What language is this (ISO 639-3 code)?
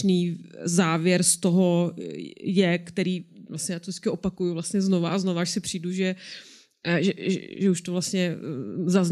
ces